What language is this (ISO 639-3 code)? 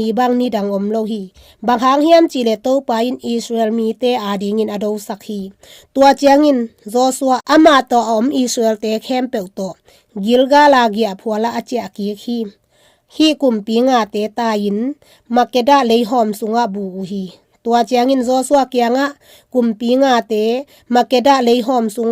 ctd